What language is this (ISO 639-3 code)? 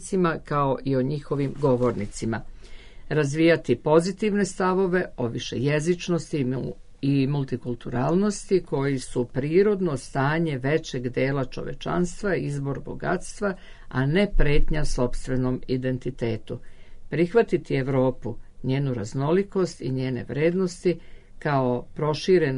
srp